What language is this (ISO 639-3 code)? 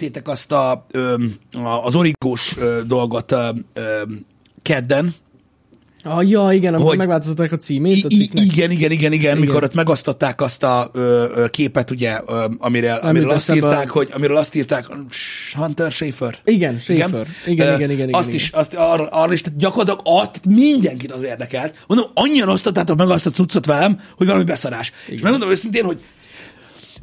hun